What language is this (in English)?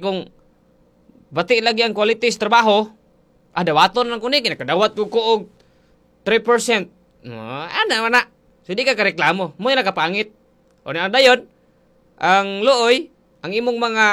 Cebuano